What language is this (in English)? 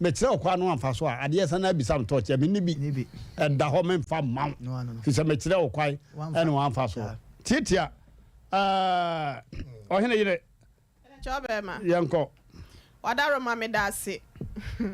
Akan